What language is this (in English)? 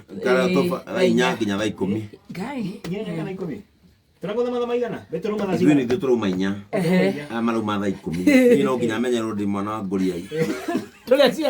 Kikuyu